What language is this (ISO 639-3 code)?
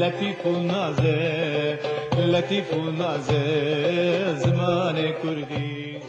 kur